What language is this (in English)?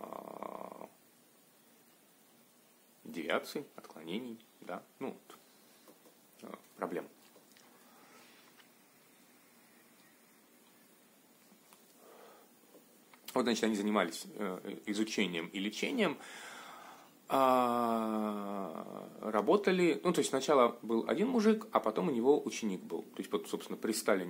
Russian